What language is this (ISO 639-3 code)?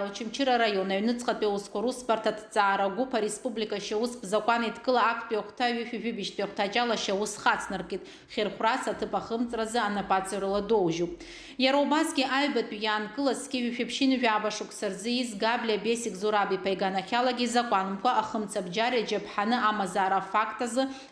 abk